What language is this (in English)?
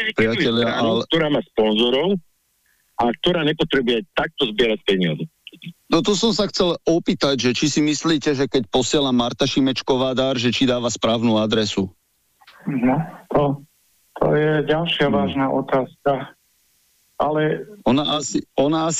Slovak